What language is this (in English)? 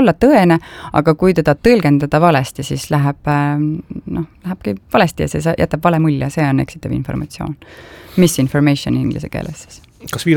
Estonian